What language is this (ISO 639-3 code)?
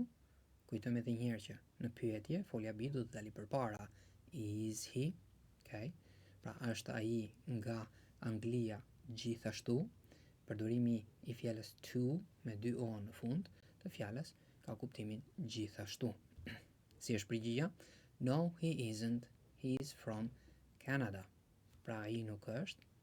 sqi